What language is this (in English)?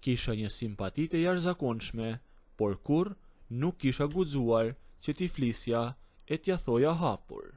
Albanian